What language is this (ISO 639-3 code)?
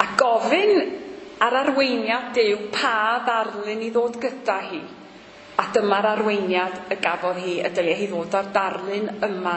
cym